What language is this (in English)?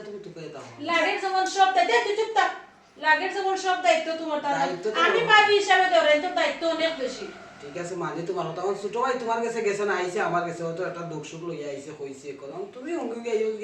Sylheti